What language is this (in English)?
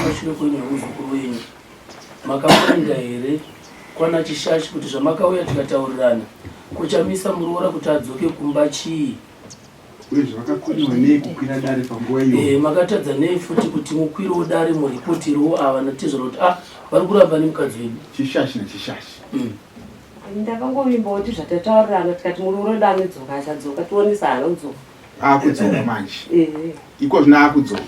Shona